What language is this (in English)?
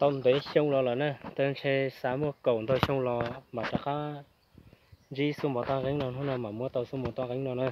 Hmong